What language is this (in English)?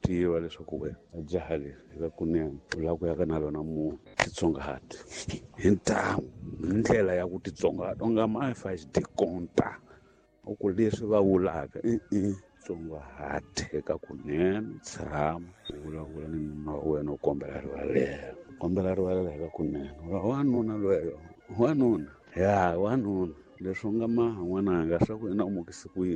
Tsonga